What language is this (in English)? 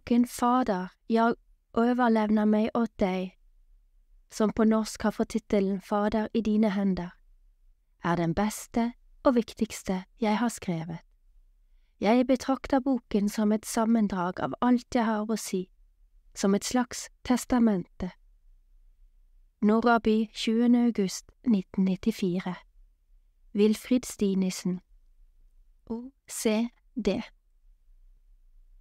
Norwegian